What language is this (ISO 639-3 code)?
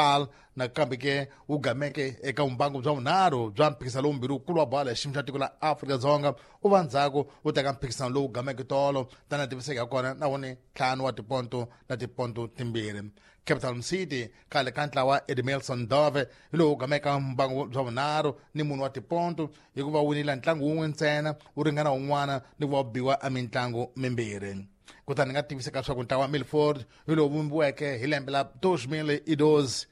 tso